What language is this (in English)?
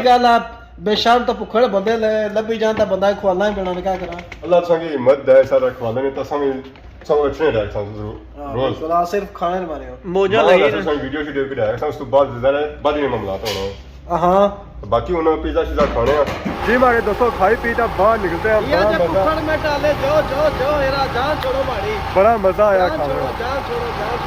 Pahari-Potwari